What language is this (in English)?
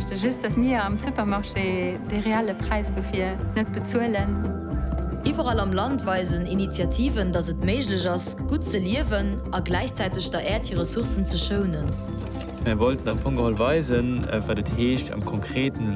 Luxembourgish